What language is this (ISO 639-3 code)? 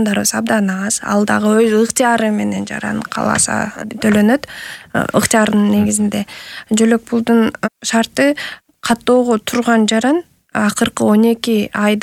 kir